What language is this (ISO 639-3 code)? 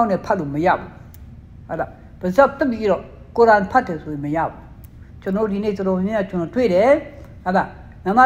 mya